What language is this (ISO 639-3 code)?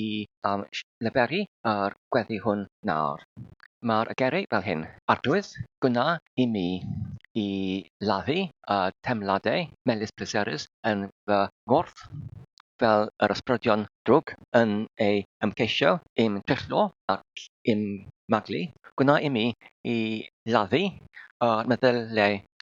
cym